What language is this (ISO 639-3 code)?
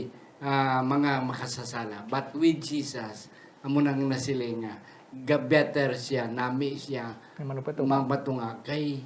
hil